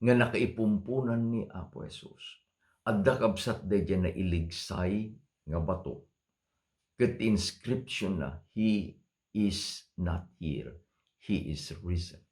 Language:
Iloko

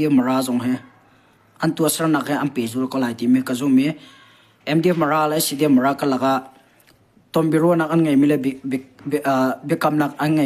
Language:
Hakha Chin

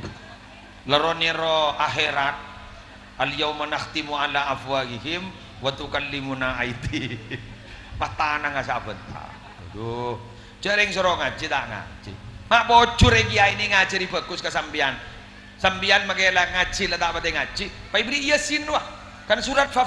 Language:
Madurese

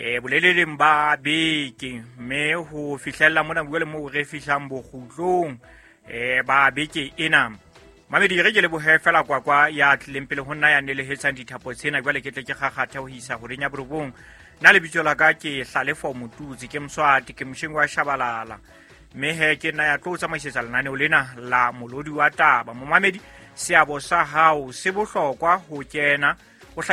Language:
Southern Sotho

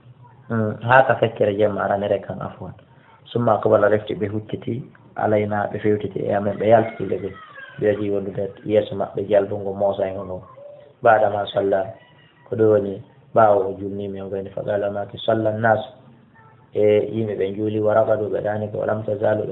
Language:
Fula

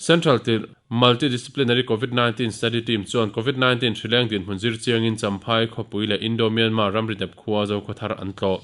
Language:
Mizo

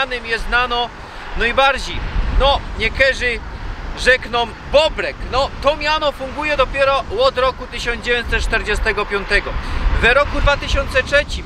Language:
Silesian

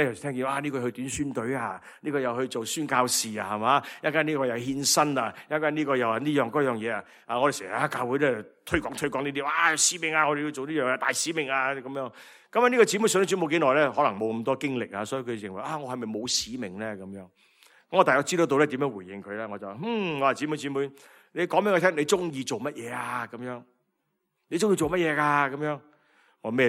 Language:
Cantonese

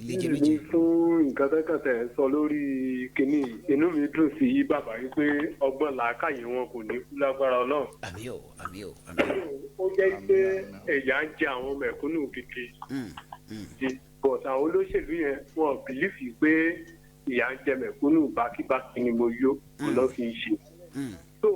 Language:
Yoruba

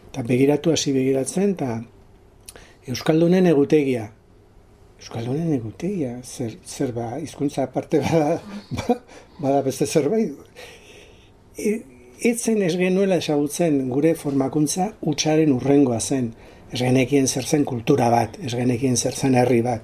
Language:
Basque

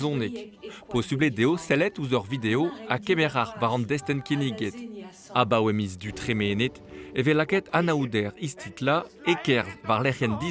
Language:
Breton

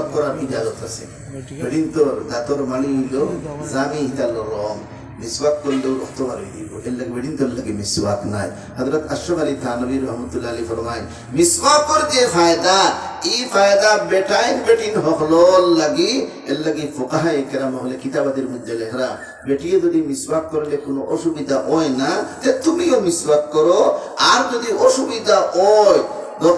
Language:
Sylheti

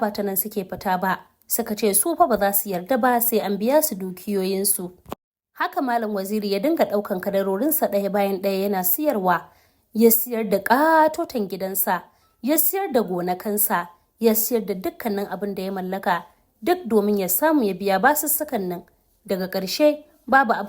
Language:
Hausa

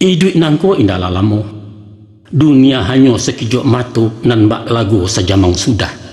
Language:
Minangkabau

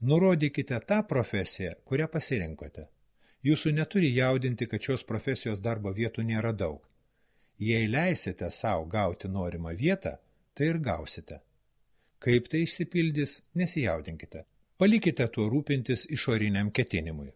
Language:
Lithuanian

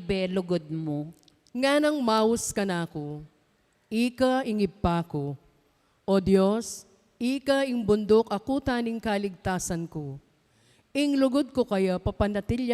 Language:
Pampanga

